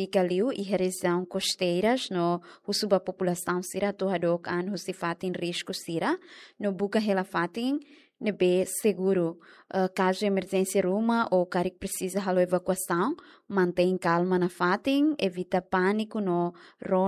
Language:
Tetum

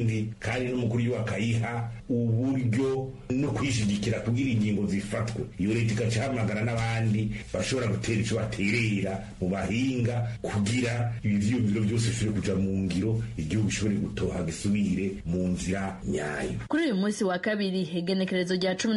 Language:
Rundi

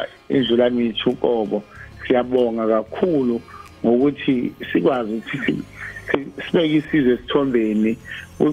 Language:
Zulu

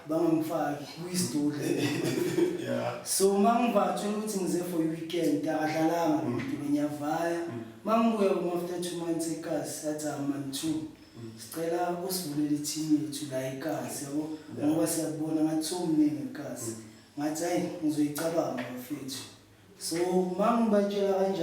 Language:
Zulu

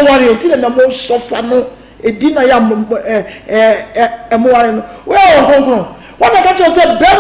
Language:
Akan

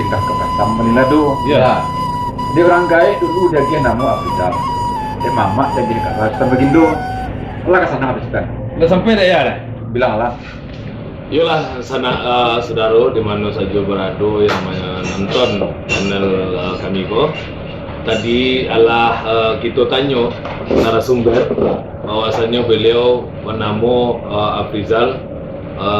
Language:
Minangkabau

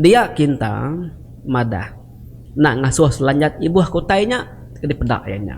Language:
Iban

